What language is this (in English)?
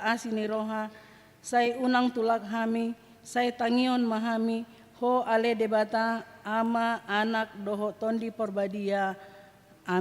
Batak Toba